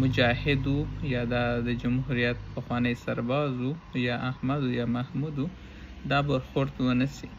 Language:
Pashto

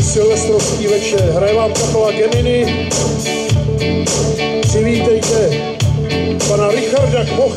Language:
Czech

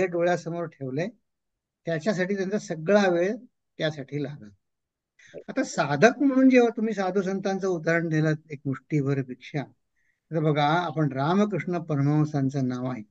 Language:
Marathi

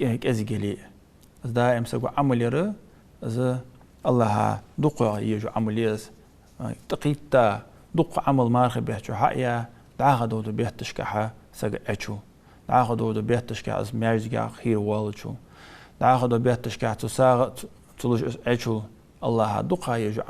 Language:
Ingush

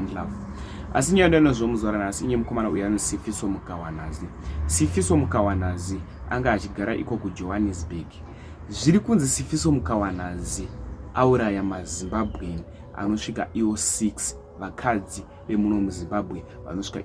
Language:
Shona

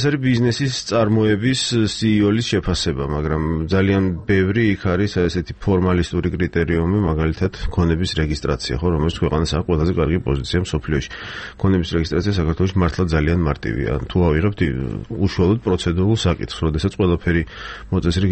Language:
Georgian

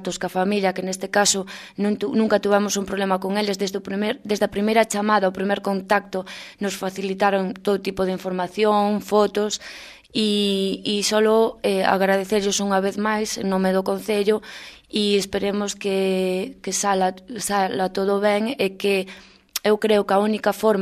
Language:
Galician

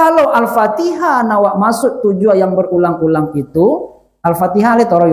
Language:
Minangkabau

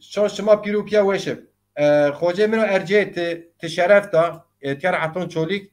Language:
Zaza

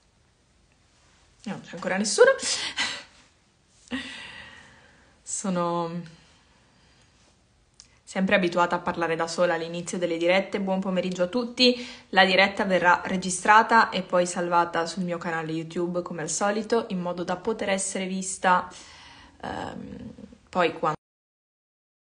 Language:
Italian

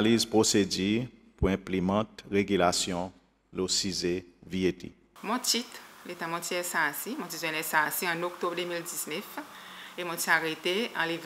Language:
Seselwa Creole French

